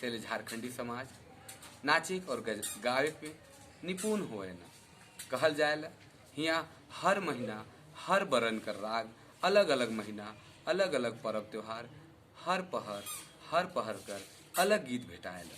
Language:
Sadri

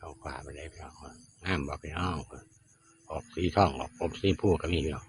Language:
Northeastern Thai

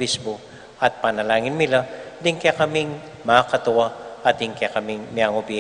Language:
Pampanga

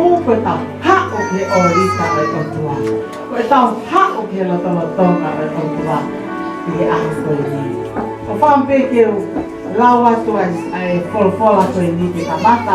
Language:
Tongan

